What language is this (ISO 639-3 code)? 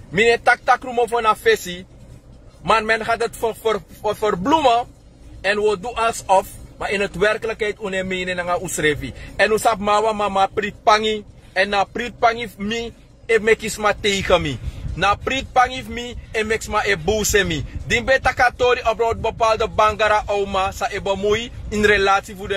srn